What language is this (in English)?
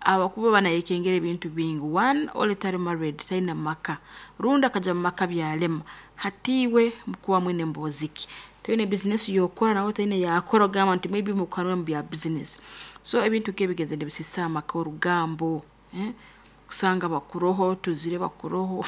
Nyoro